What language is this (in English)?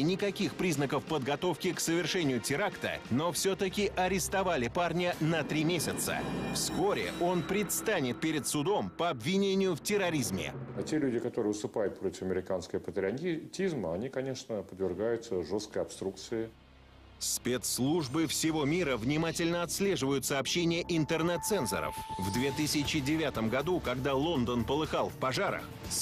Russian